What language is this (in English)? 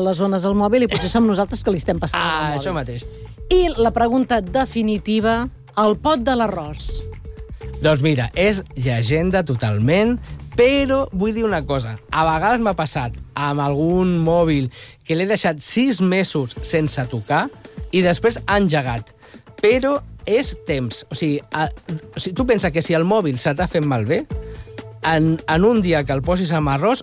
Catalan